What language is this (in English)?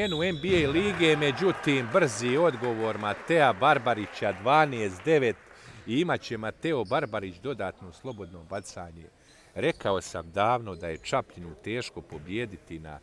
Bosnian